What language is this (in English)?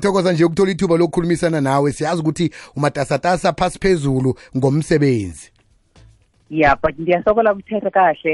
South Ndebele